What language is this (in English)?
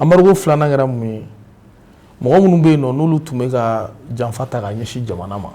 Bambara